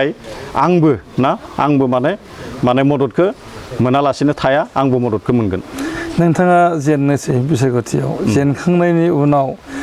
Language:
Bodo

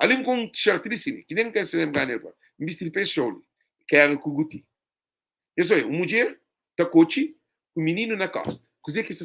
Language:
Kabuverdianu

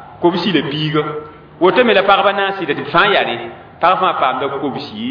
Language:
Mossi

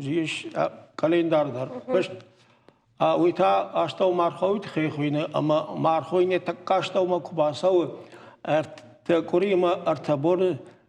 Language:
Ossetic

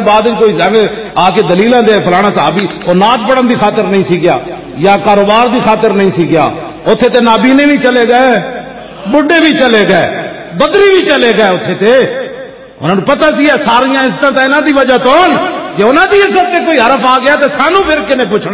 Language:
Western Panjabi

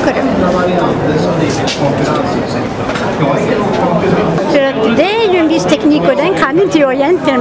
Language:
Swedish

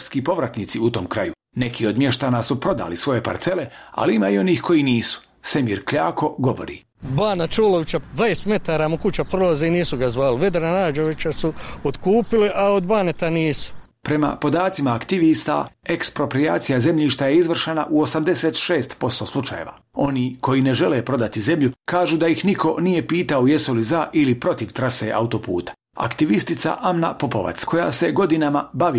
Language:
Bosnian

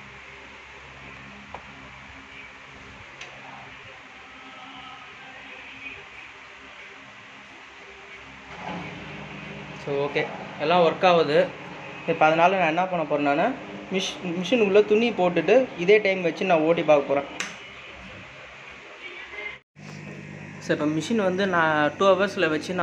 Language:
Tamil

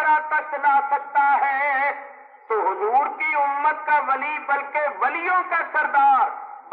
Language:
Urdu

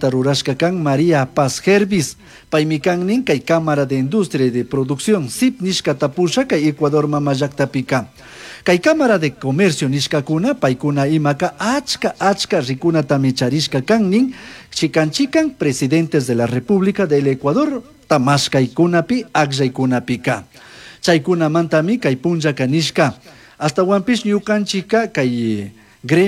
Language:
Chimborazo Highland Quichua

